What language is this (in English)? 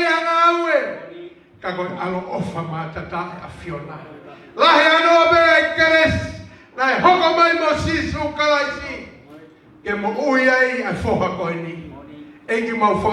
Tongan